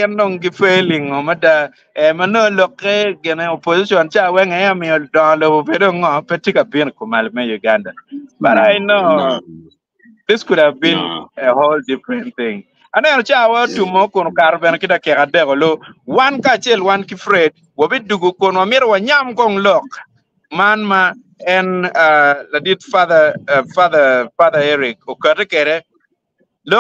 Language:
Acoli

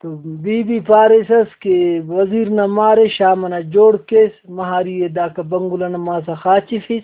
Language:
Brahui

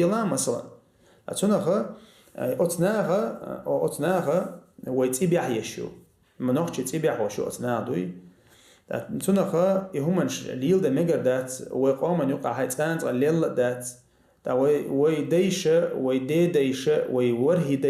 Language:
Chechen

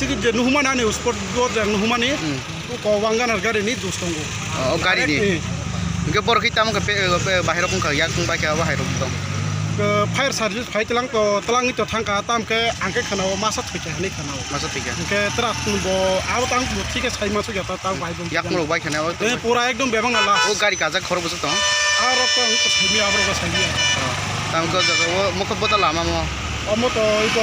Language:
Kok Borok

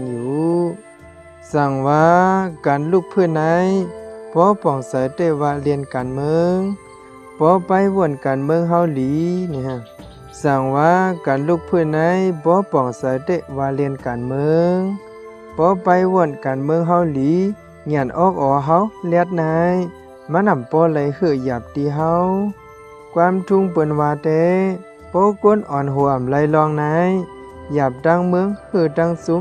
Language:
Shan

